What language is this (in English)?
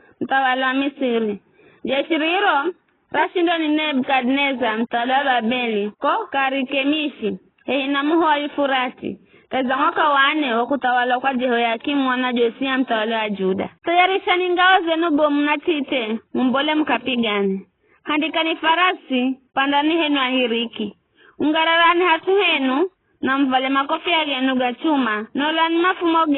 Giryama